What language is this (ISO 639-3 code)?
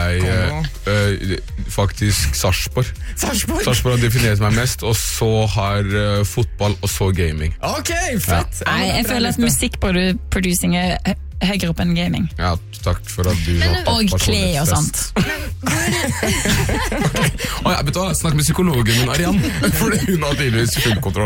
nor